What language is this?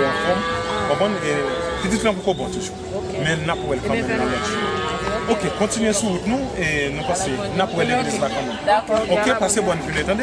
Haitian Creole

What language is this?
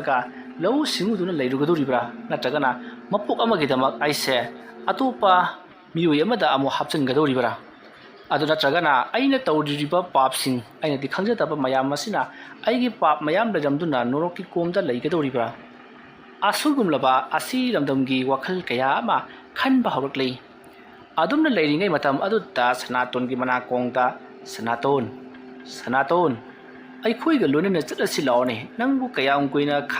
Manipuri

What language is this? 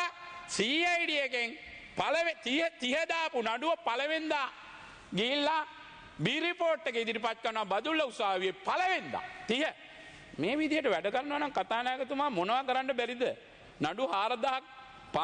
Sinhala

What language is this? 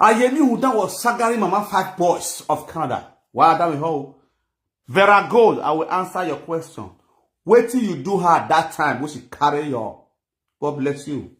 Nigerian Pidgin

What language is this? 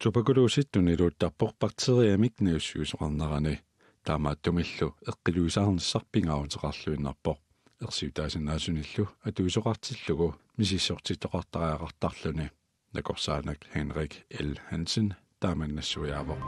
Kalaallisut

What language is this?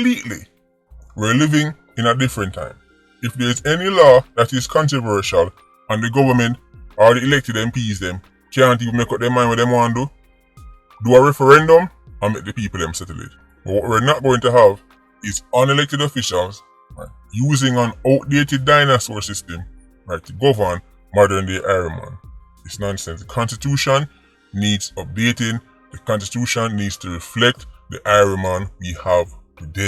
Jamaican Creole English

